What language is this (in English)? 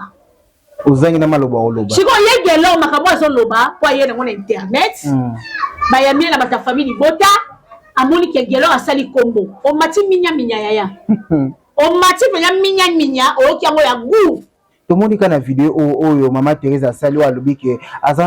Lingala